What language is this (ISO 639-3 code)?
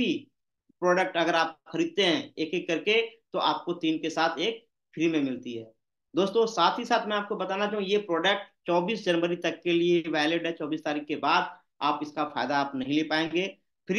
hin